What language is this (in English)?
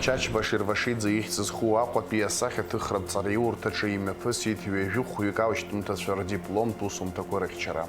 Abkhazian